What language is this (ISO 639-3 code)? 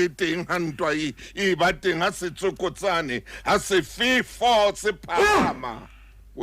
sot